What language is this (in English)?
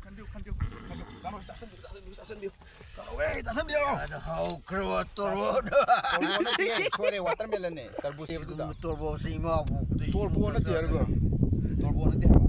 Manipuri